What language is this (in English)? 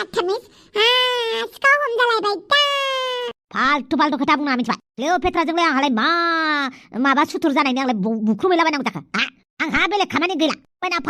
Bodo